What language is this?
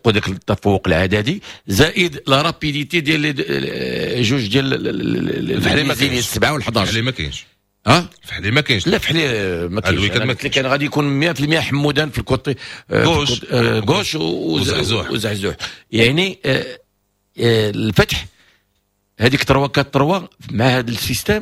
Moroccan Arabic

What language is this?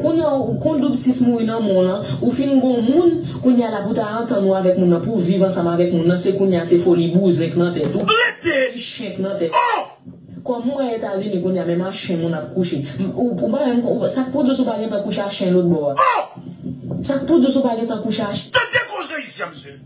Haitian Creole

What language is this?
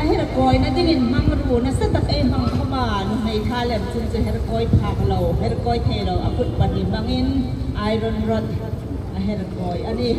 Hmar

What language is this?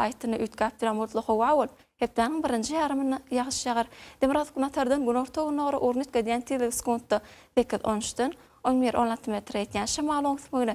Turkmen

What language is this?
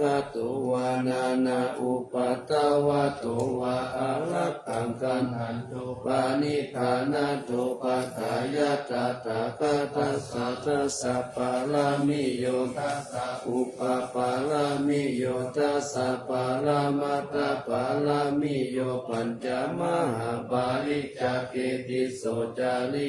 Pali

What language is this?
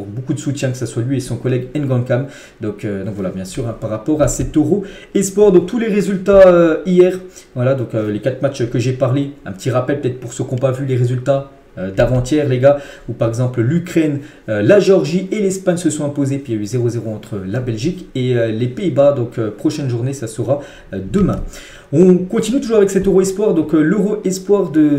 French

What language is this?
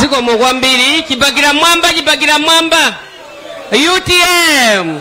Nyanja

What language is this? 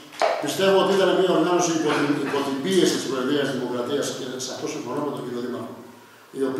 Greek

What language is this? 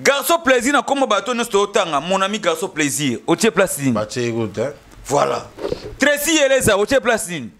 Lingala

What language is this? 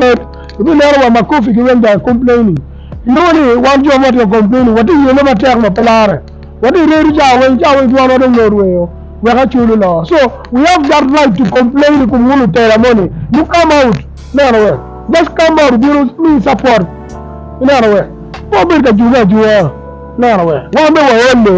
Acoli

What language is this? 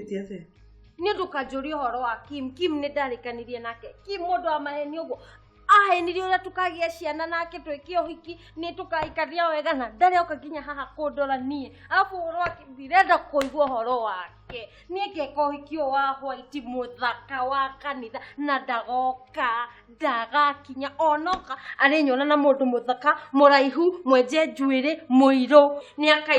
Kikuyu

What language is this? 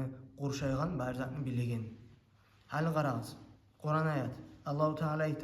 Kumyk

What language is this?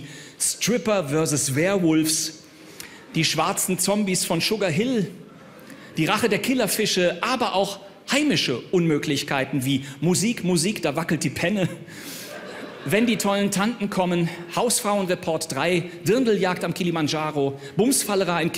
German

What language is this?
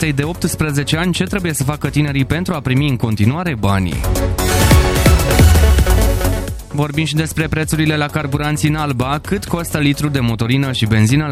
Romanian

